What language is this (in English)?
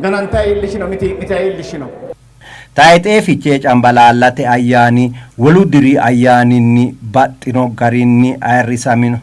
Sidamo